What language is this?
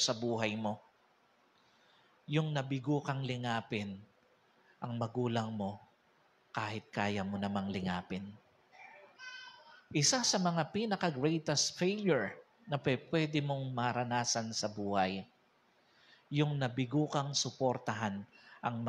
Filipino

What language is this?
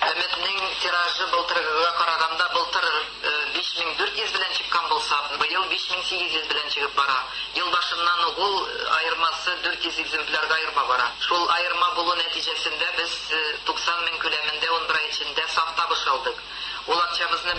Tatar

